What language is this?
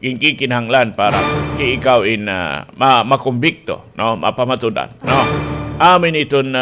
Waray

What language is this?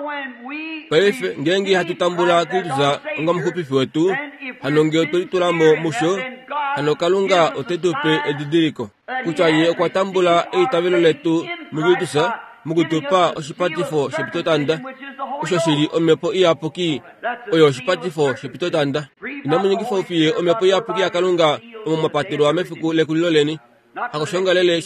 Kuanyama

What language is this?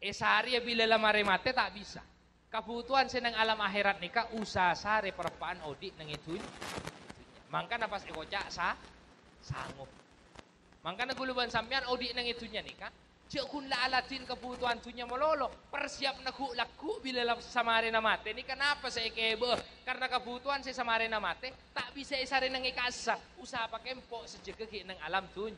Madurese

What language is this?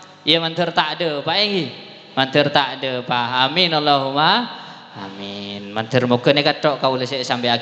Madurese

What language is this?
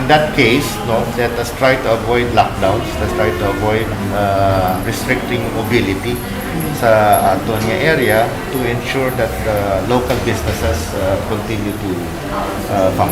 Hiligaynon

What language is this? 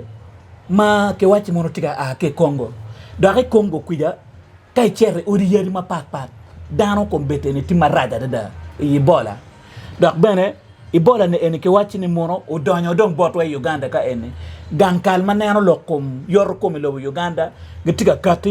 Acoli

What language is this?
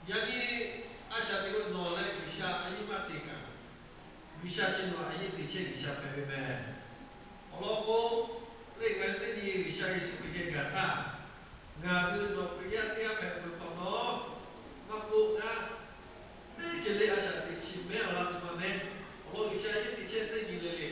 Lahu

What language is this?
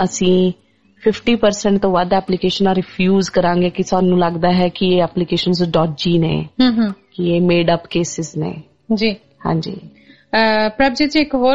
Punjabi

